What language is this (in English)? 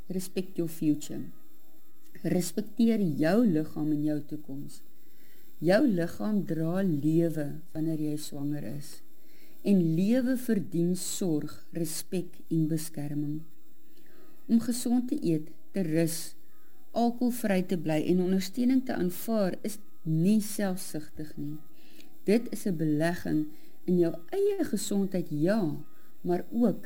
Afrikaans